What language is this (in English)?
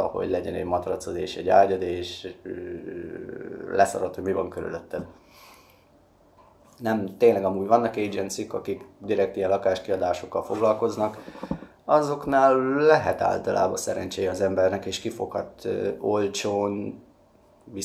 Hungarian